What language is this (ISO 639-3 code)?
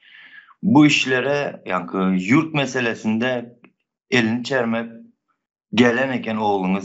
tuk